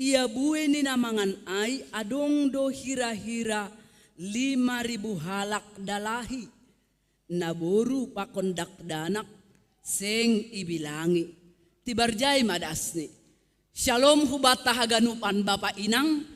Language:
Batak Simalungun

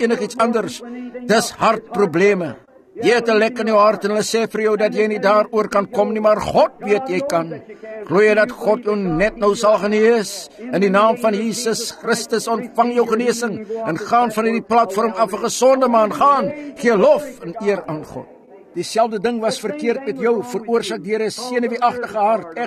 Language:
Afrikaans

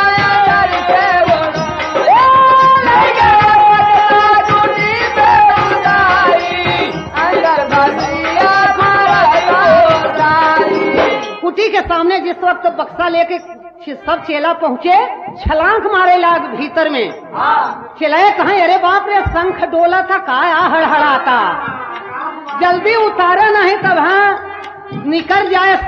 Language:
Bhojpuri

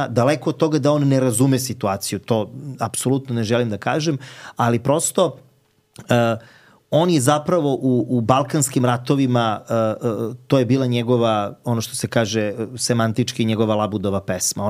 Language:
Serbian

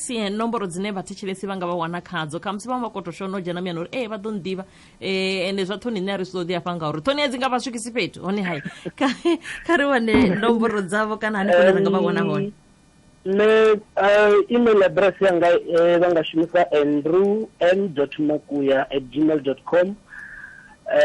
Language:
Venda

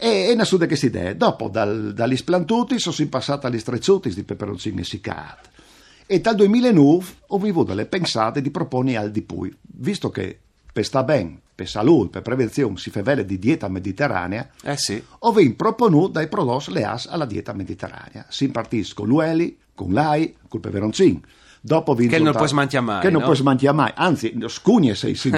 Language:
Friulian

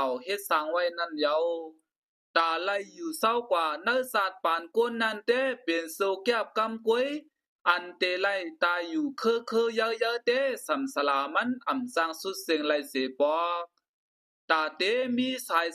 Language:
Shan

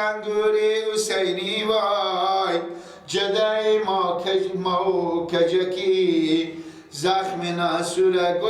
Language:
Persian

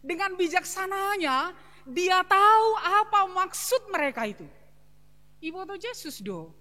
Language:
Batak Simalungun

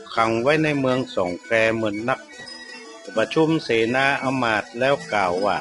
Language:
Northern Thai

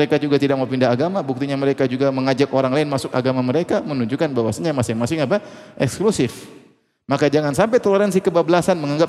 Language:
Indonesian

